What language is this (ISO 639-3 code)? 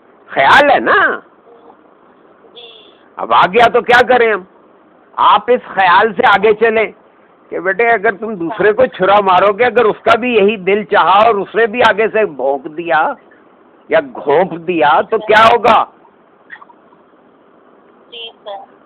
urd